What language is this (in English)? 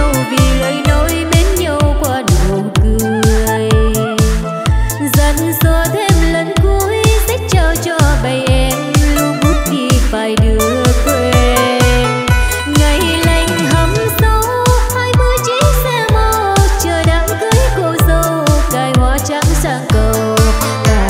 Vietnamese